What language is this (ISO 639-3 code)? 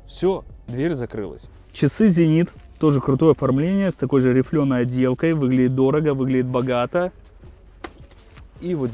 rus